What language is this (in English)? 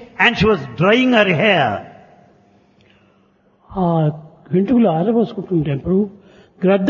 Telugu